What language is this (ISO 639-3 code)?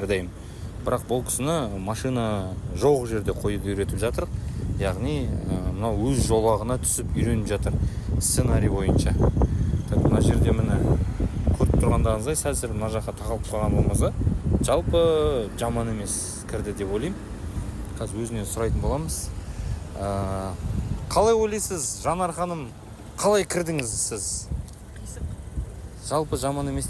kaz